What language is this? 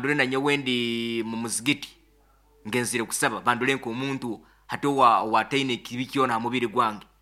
Nyoro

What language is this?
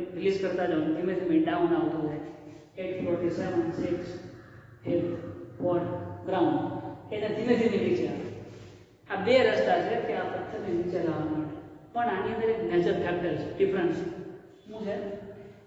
Gujarati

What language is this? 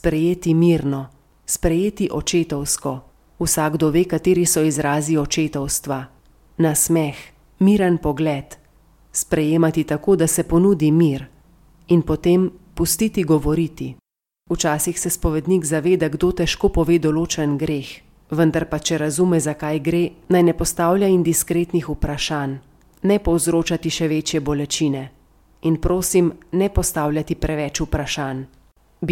Slovenian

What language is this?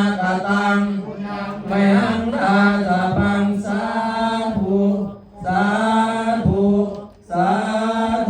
Pali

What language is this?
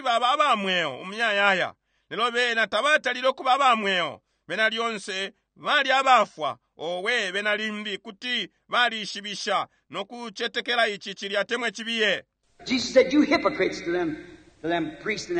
Bemba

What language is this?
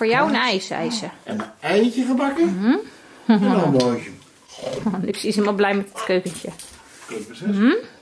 Dutch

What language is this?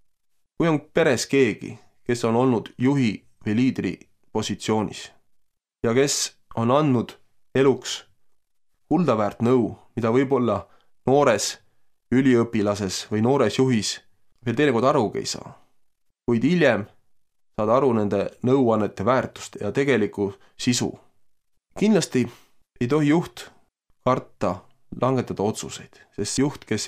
Estonian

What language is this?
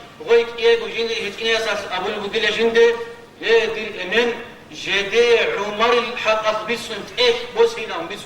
Avaric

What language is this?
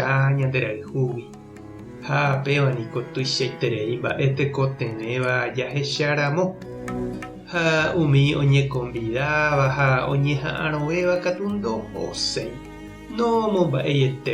Guarani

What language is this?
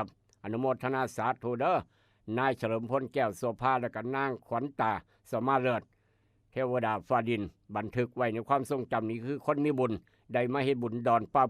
Northeastern Thai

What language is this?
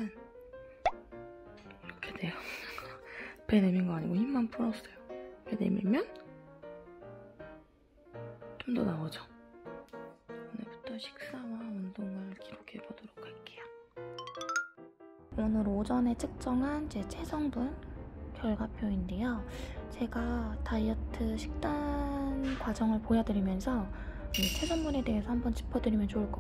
Korean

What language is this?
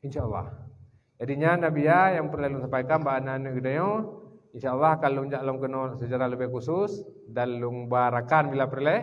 Achinese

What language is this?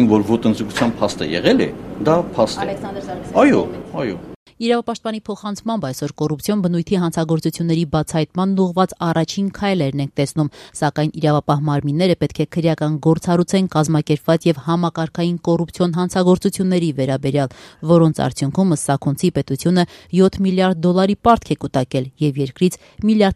Armenian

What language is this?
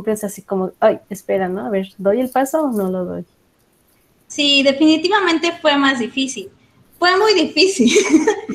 Spanish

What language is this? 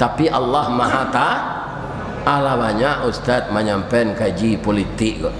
Minangkabau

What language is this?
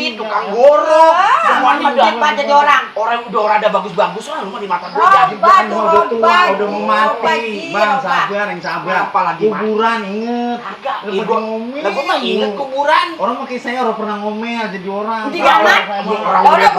Betawi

